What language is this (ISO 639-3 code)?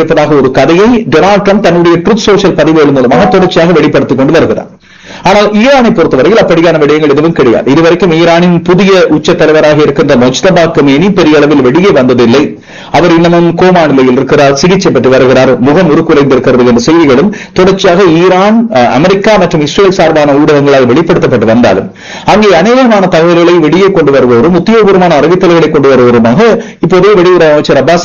tam